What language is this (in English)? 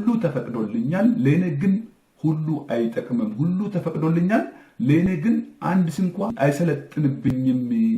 Amharic